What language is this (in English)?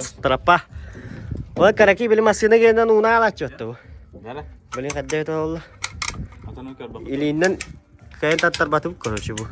Yakut